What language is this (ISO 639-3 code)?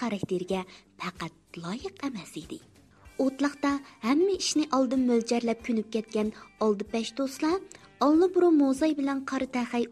uig